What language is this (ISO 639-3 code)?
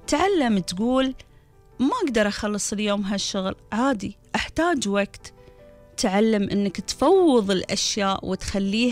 afb